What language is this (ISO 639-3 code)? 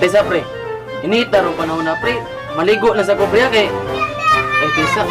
ceb